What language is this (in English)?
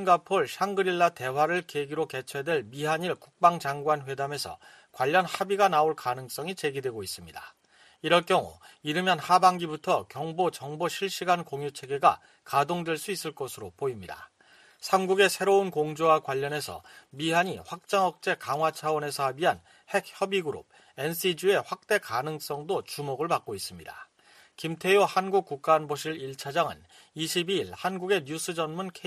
Korean